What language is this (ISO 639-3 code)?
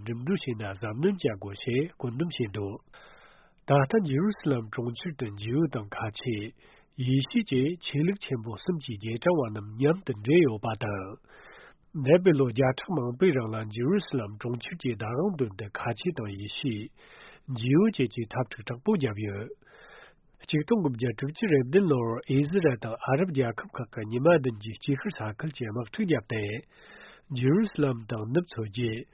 bod